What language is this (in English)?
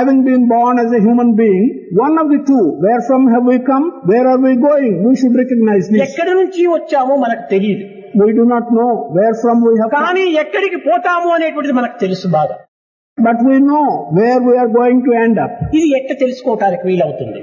Telugu